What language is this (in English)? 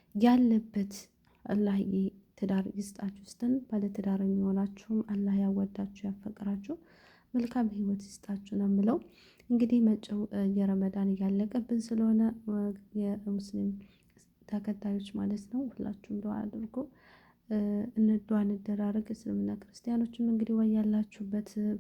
Amharic